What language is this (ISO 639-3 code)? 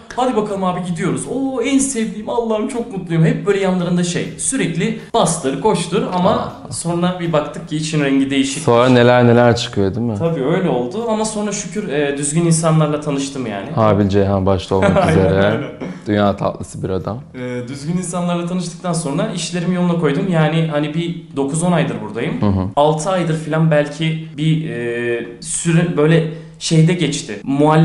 tur